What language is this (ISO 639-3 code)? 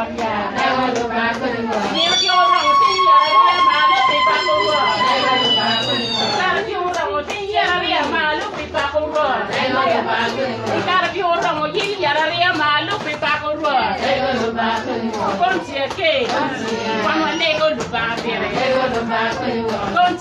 ach